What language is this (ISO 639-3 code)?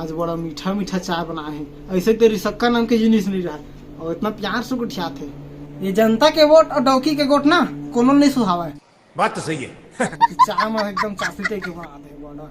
hne